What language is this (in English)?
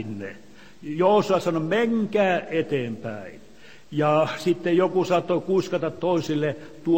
Finnish